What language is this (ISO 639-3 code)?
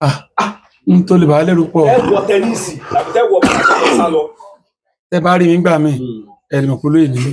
yor